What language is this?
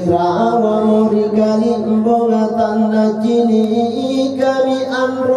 Makasar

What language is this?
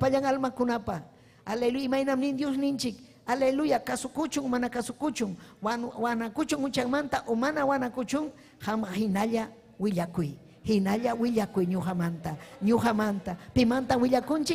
Ayacucho Quechua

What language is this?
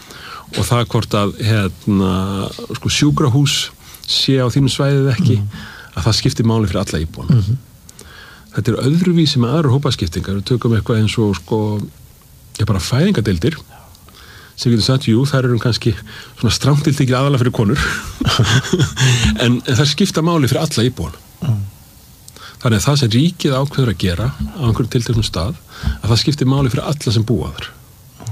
Icelandic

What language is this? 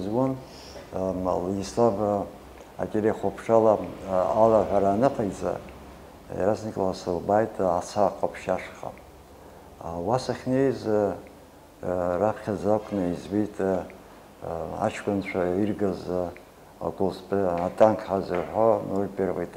Abkhazian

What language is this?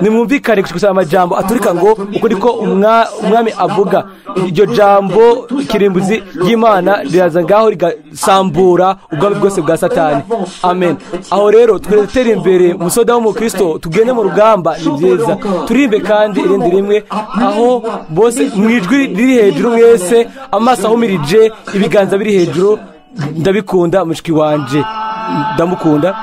Rundi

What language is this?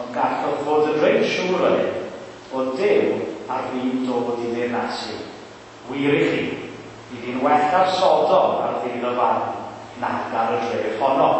Welsh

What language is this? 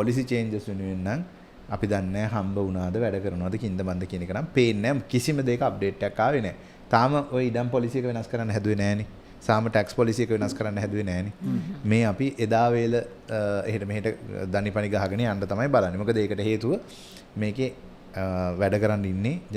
Sinhala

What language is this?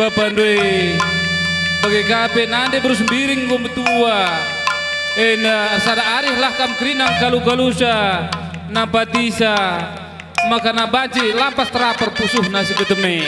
Batak Karo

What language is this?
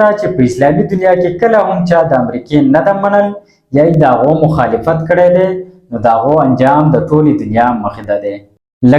Pashto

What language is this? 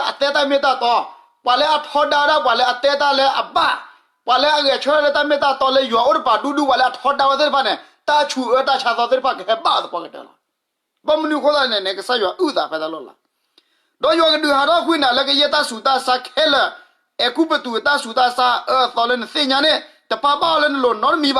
S'gaw Karen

